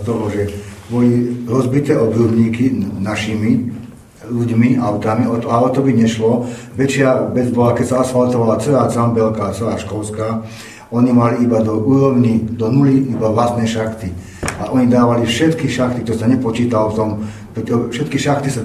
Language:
Slovak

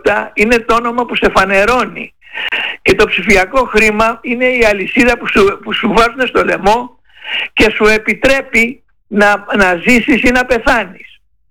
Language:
Greek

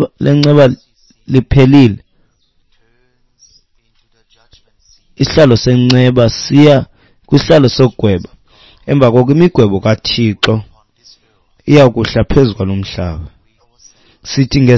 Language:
Xhosa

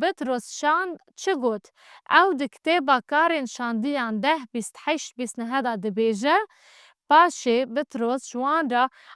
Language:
Kurdish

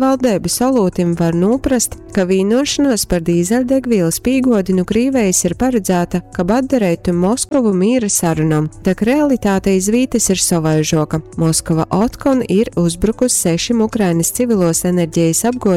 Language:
Latgalian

